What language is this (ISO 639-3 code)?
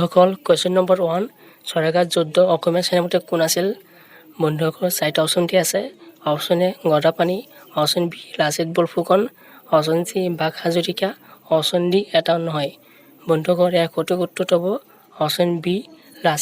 asm